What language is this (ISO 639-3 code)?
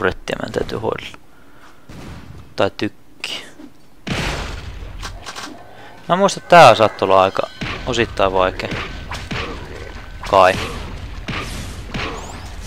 fin